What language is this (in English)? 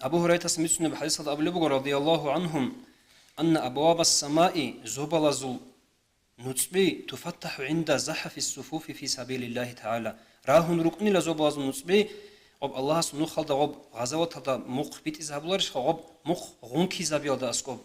Avaric